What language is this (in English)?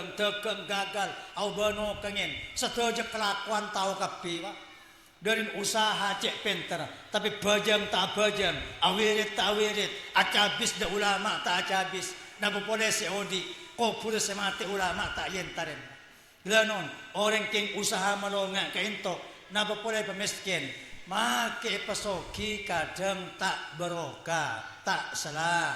Madurese